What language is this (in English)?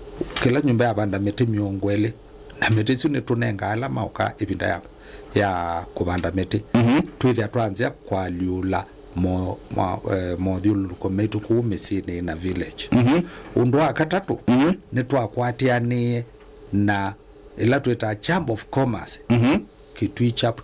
Kamba